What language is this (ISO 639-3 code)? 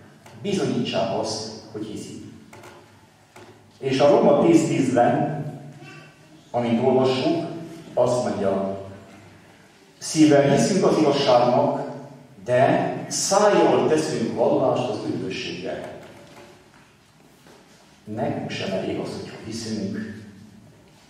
hun